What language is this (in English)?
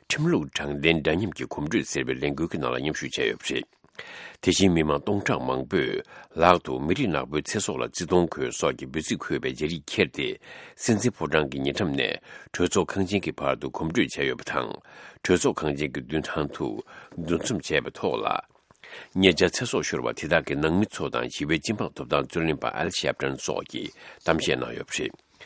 Tibetan